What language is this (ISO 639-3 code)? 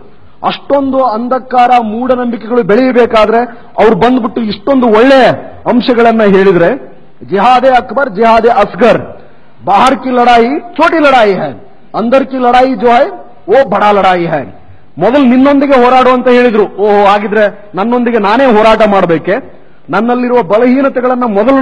kan